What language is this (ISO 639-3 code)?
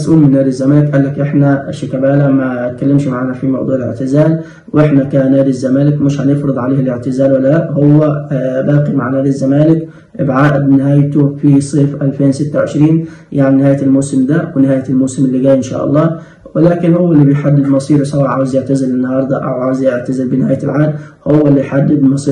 arz